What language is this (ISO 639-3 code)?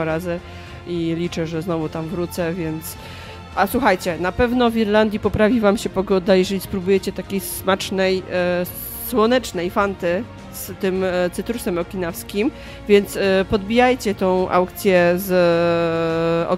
pol